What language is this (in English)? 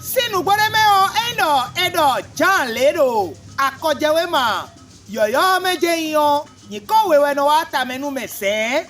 Fon